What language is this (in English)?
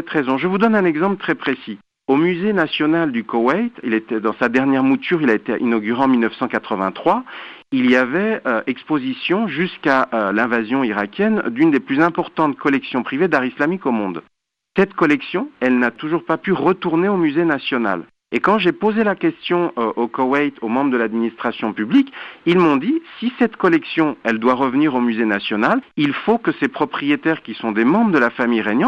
French